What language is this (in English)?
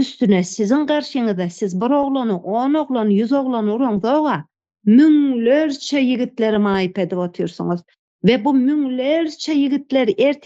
Turkmen